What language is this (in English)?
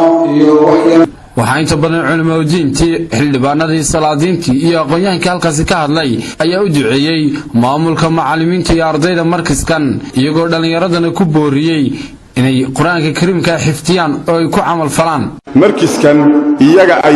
Somali